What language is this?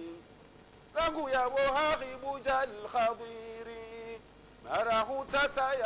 Swahili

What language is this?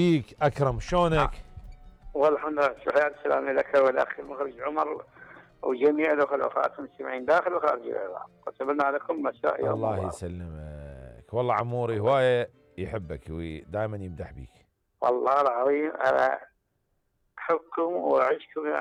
Mesopotamian Arabic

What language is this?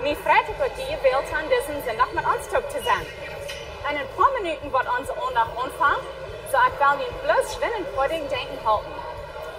Plautdietsch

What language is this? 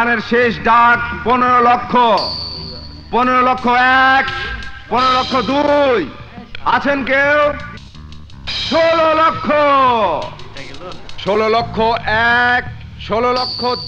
Bangla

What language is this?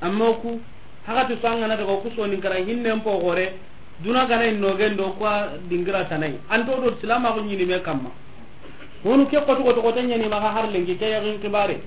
Soninke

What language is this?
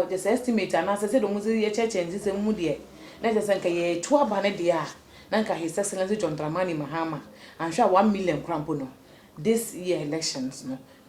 Akan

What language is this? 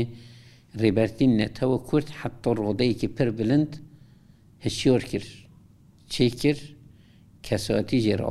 Kurdish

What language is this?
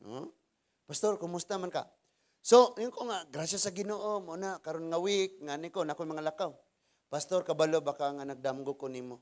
Cebuano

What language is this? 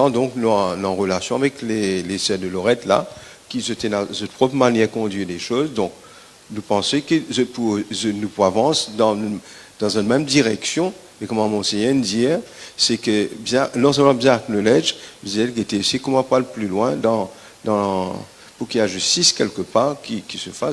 Morisyen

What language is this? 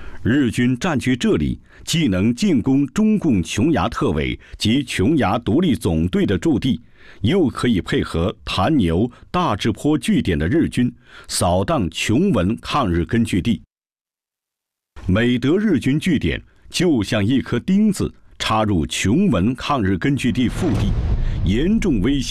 Chinese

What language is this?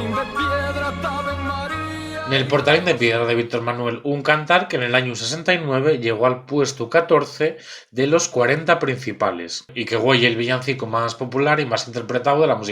Asturian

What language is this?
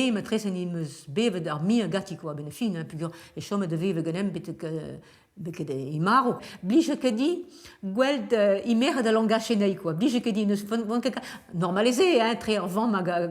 Breton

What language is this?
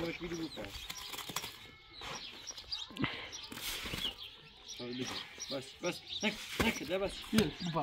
Persian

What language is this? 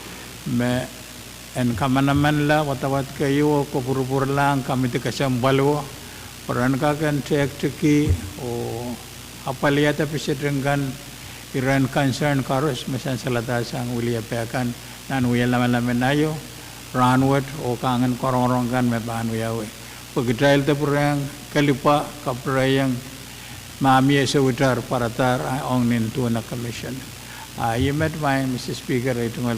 Pohnpeian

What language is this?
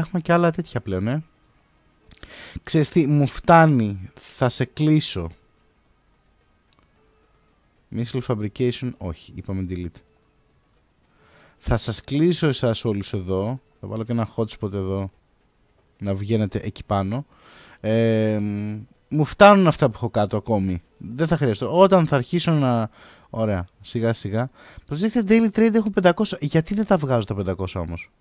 Greek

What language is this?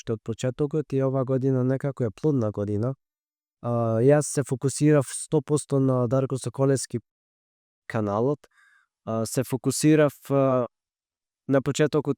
Macedonian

